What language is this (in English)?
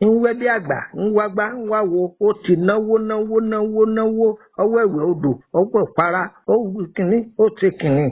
Yoruba